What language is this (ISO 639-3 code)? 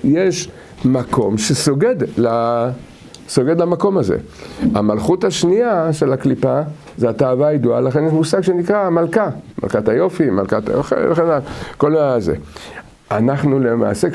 heb